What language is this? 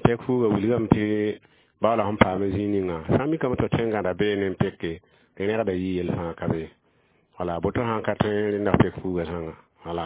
Mossi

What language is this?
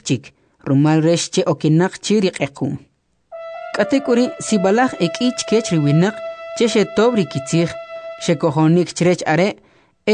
Kʼicheʼ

